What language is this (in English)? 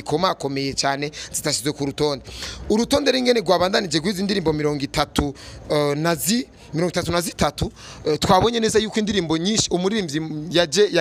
Rundi